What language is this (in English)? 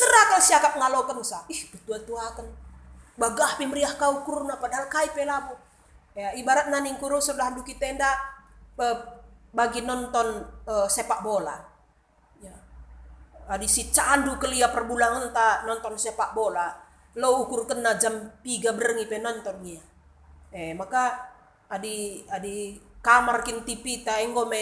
Batak Karo